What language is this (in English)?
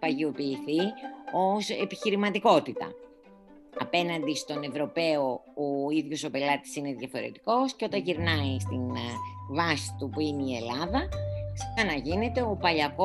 Greek